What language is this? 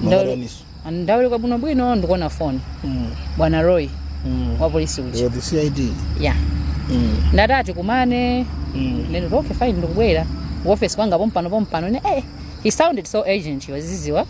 Nyanja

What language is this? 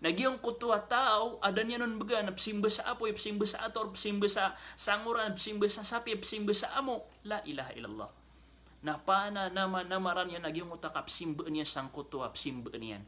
Maranao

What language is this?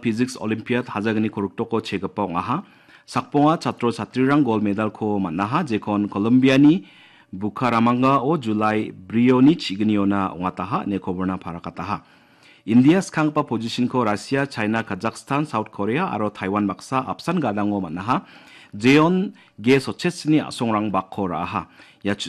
Garo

